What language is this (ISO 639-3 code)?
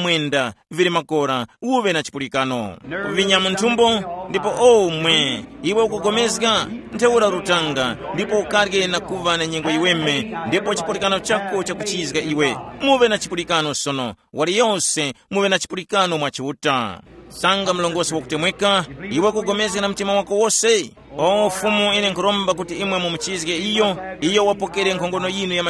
tum